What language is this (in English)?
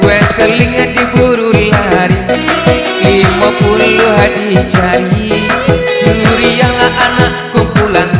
Minangkabau